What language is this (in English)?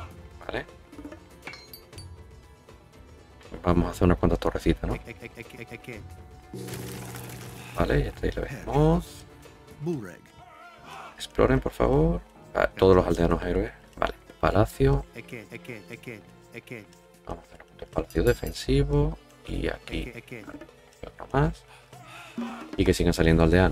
Spanish